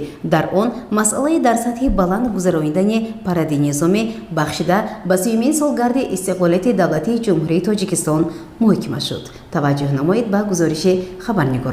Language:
Tajik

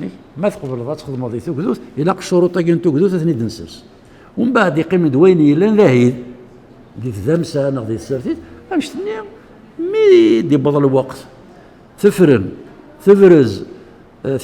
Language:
Kabyle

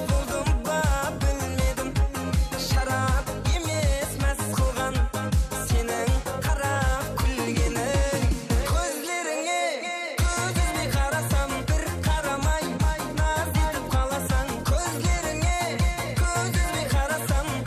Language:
Kara-Kalpak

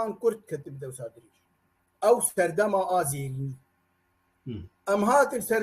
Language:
Kurdish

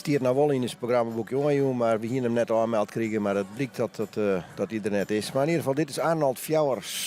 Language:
Western Frisian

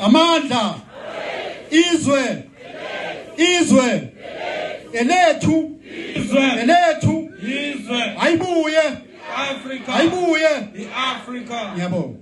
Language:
Zulu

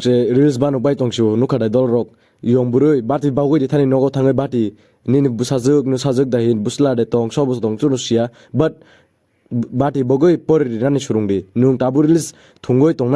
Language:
Kok Borok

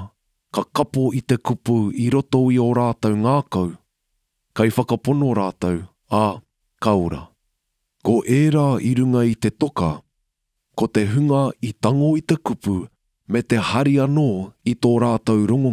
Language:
Māori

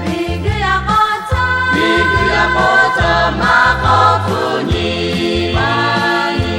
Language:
Lahu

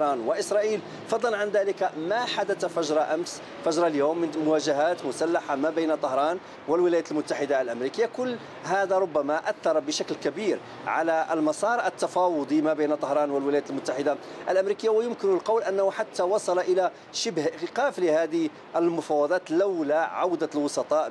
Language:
Arabic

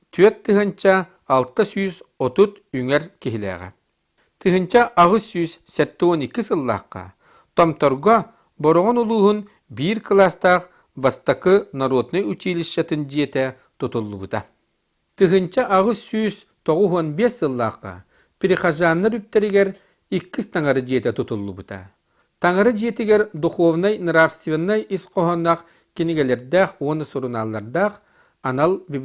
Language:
Yakut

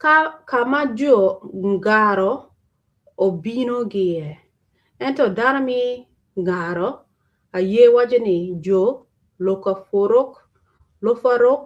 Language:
Acoli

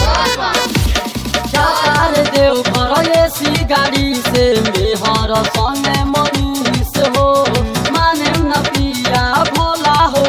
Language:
Bhojpuri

